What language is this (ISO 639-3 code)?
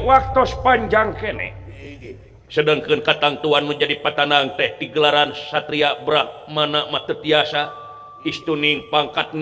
sun